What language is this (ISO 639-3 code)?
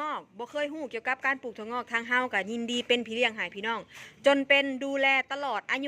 tts